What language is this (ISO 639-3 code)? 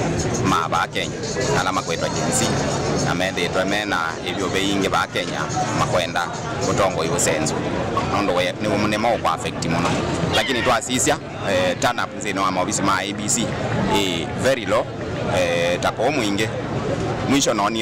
kam